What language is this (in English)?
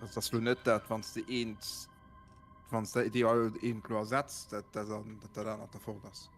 Luxembourgish